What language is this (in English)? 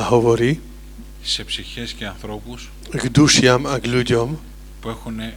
Slovak